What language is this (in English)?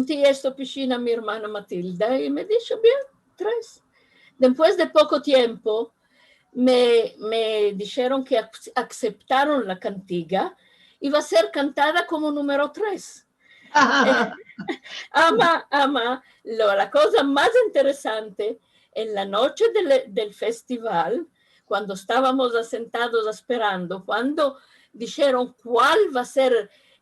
Ladino